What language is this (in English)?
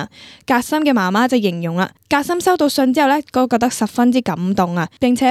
Cantonese